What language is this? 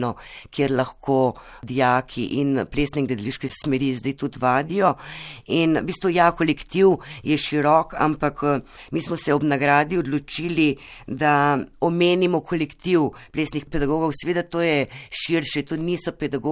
Slovenian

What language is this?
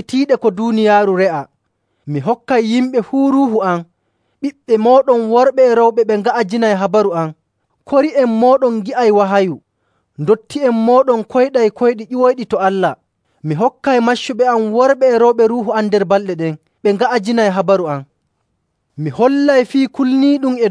Nigerian Fulfulde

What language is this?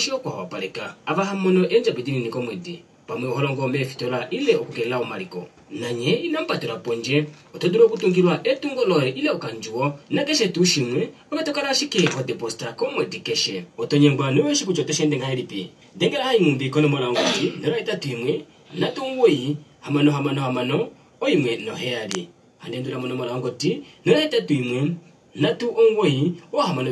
Kuanyama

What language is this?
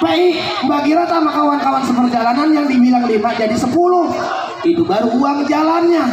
Betawi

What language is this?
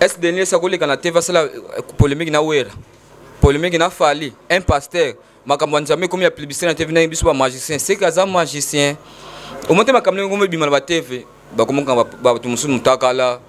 Lingala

